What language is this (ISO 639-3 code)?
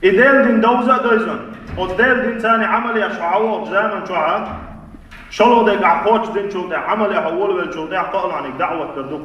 che